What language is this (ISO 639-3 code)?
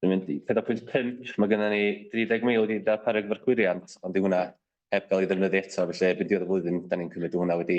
cym